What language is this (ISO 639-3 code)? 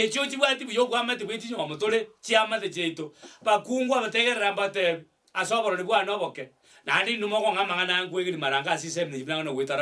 guz